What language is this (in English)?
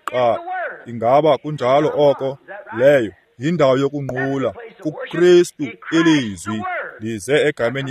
Xhosa